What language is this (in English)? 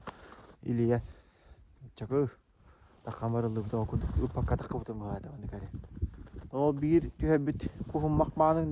Yakut